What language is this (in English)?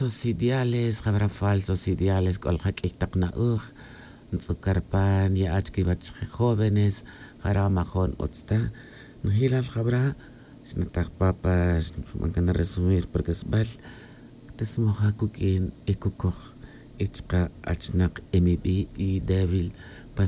Tz'utujil